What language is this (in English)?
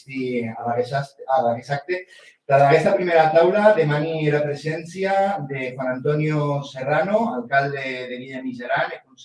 Occitan